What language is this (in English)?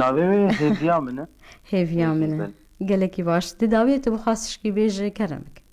Kurdish